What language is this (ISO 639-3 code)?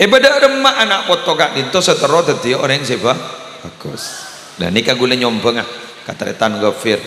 mad